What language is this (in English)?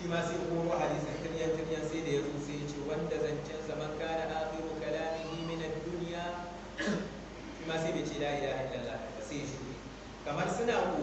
Hausa